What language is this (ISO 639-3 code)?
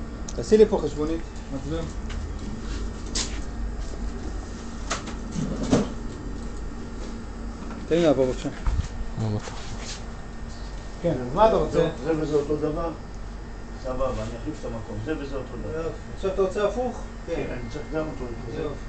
heb